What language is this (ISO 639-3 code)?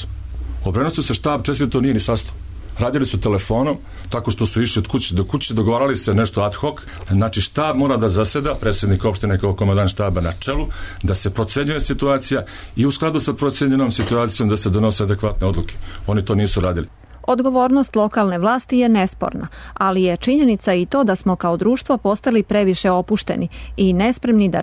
srp